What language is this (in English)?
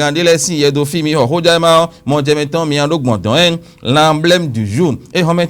Fon